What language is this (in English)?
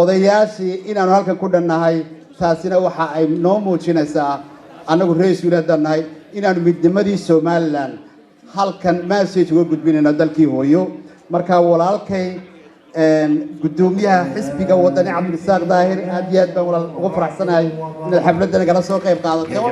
Somali